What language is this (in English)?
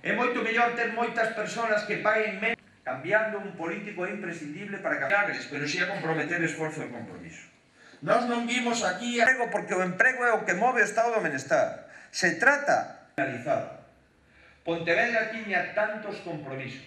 Galician